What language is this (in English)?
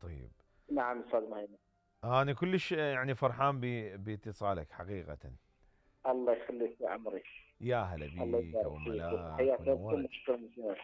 Mesopotamian Arabic